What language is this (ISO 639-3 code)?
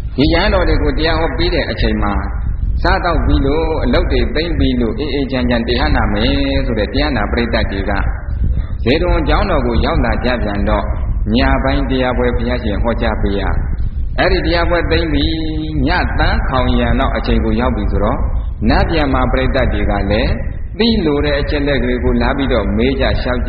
mya